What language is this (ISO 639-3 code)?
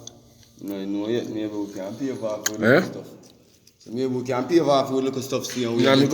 jam